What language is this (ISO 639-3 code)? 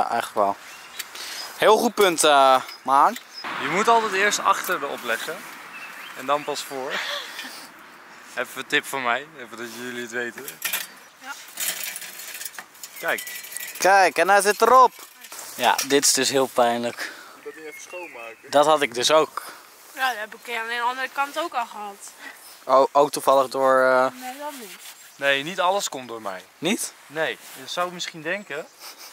nld